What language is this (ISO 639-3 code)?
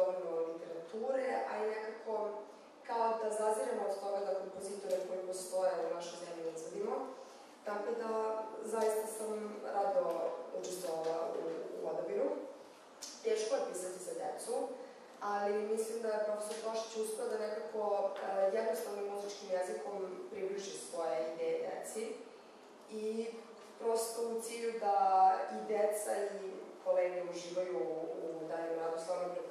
srp